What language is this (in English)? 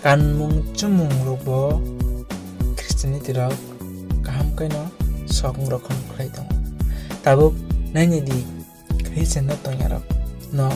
Kok Borok